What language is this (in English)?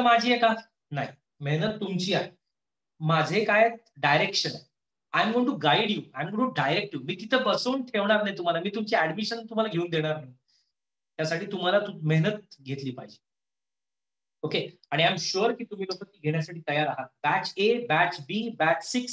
Marathi